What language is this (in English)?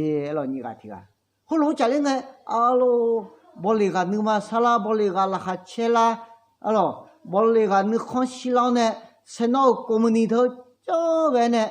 Akha